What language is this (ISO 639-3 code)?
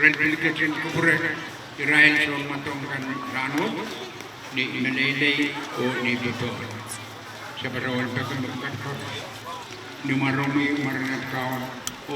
pon